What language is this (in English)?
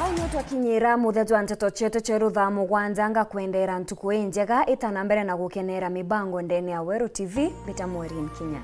Meru